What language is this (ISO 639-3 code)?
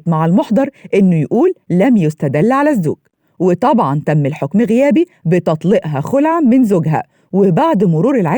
arz